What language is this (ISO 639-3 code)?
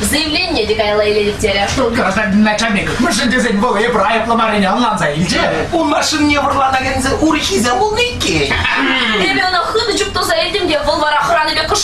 chv